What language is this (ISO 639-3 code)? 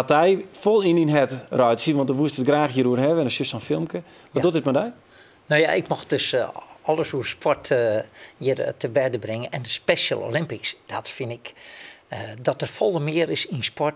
fry